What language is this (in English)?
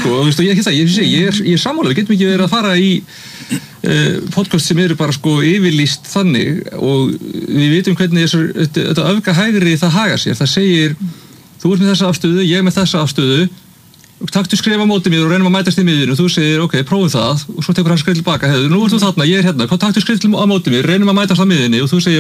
Icelandic